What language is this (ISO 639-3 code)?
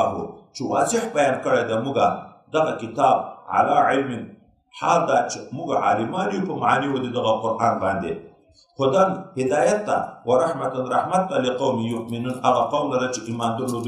pus